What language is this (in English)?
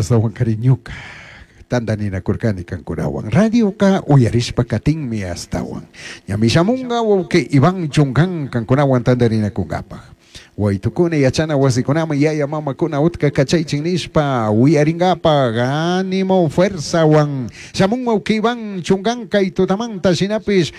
Chimborazo Highland Quichua